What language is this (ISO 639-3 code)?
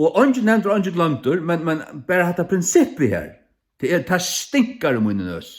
fao